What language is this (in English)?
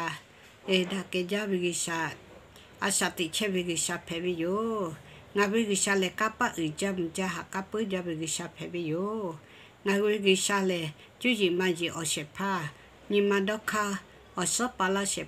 Lahu